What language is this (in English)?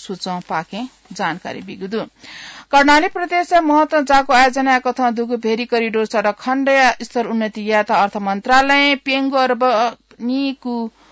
Newari